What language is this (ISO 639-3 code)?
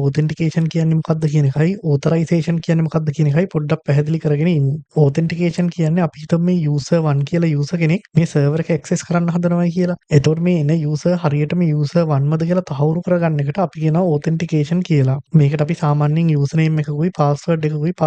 sin